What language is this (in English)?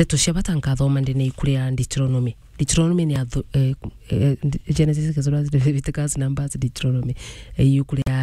Meru